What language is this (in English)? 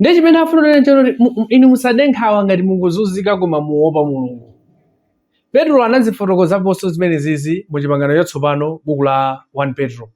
Nyanja